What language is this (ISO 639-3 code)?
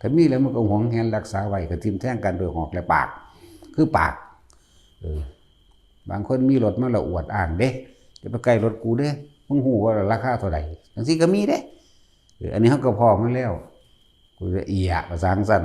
tts